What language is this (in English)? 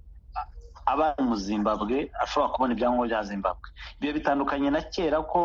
Kinyarwanda